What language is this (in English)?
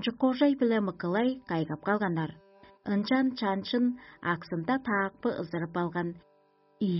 Tuvinian